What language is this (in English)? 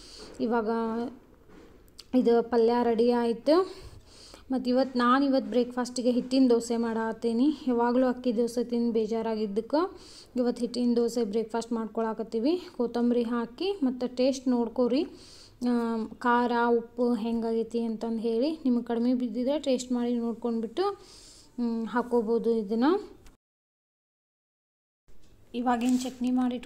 Kannada